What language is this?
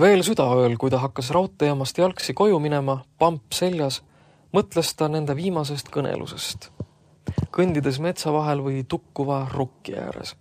Estonian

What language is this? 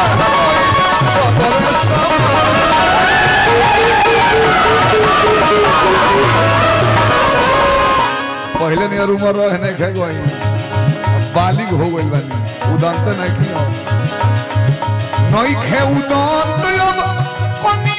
Bhojpuri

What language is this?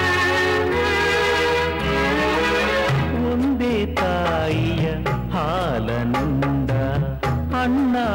Kannada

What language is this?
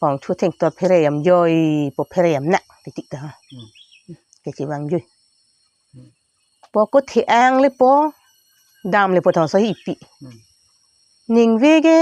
Karbi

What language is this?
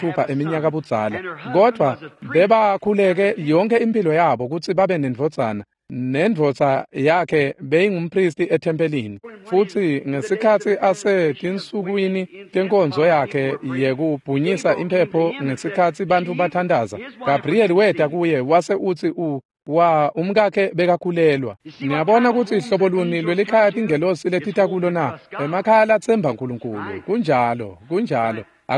Swati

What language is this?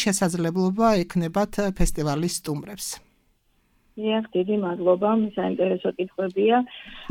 Georgian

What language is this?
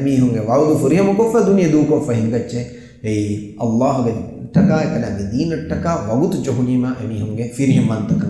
Divehi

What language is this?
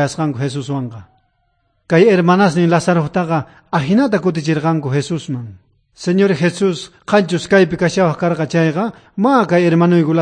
South Bolivian Quechua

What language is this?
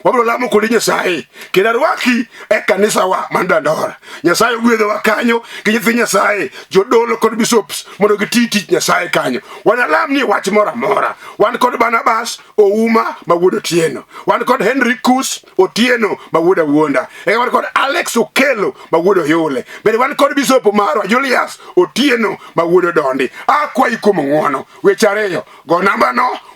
Luo (Kenya and Tanzania)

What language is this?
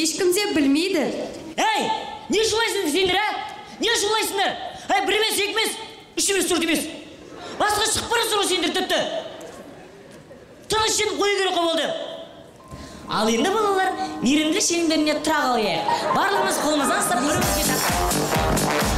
Kazakh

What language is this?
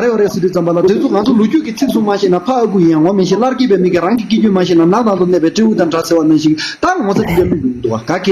Tibetan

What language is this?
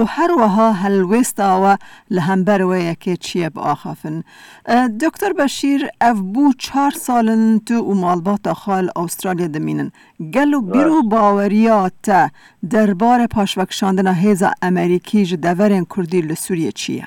Kurdish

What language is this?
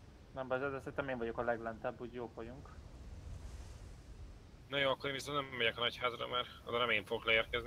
Hungarian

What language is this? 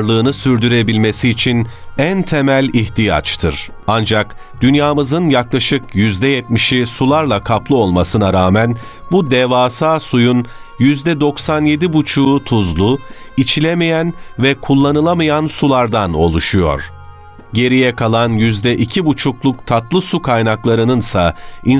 Turkish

